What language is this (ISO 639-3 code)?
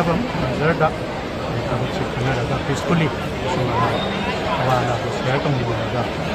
mni